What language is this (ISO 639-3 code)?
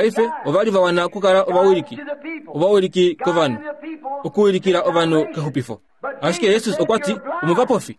kua